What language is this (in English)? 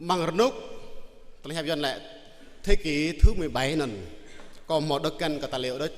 Jarai